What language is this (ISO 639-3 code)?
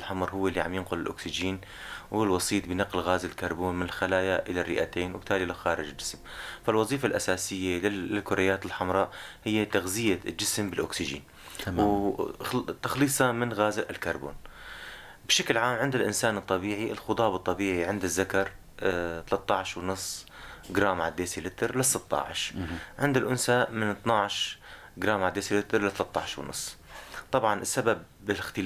apc